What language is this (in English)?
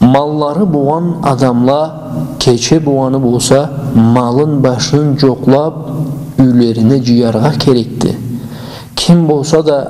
Karachay-Balkar